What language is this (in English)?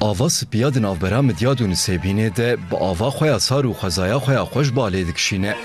Kurdish